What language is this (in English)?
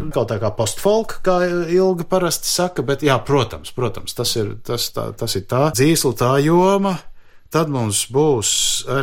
Latvian